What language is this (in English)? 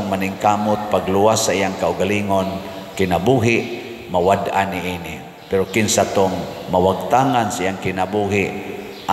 Cebuano